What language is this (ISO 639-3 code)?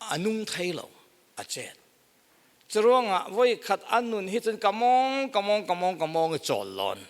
cfm